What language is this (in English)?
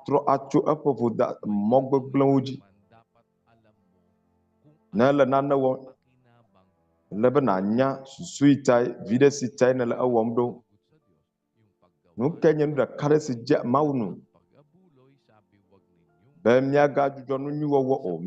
Ewe